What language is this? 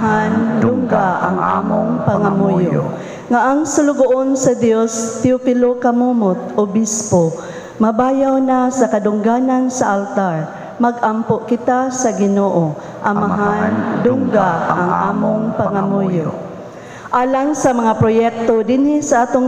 Cebuano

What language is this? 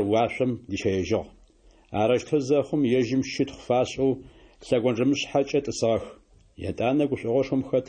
Adyghe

